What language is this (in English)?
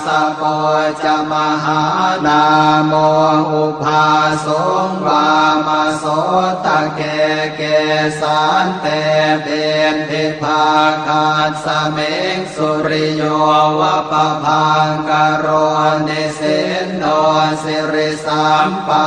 Pali